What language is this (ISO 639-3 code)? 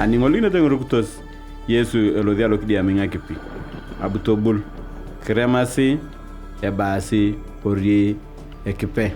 tuv